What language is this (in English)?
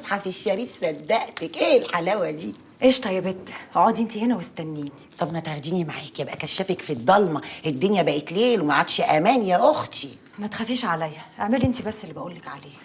Egyptian Arabic